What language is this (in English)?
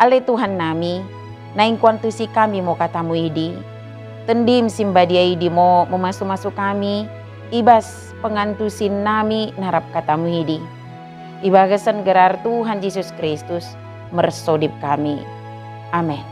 Batak Dairi